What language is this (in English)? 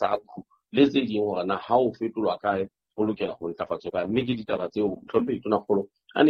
Southern Sotho